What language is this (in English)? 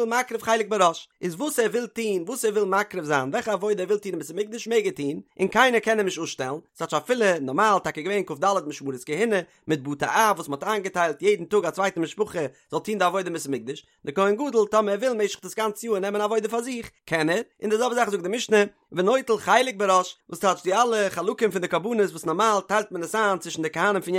Yiddish